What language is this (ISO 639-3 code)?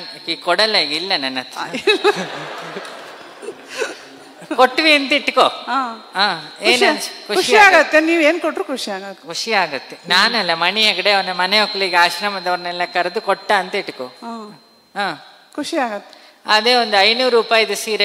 kan